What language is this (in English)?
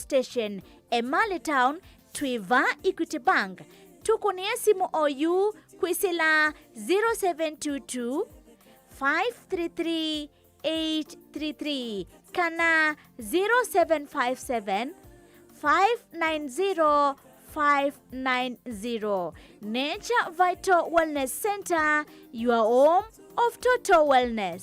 Kamba